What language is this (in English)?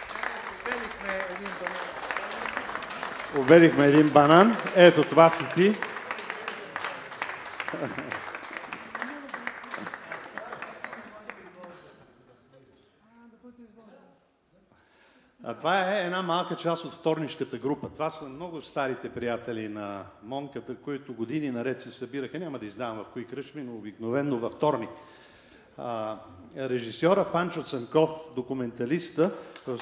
Bulgarian